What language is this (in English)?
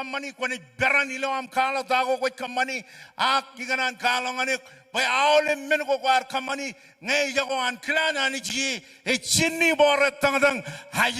Marshallese